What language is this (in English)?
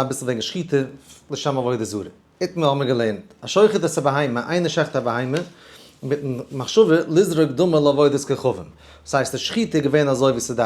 Yiddish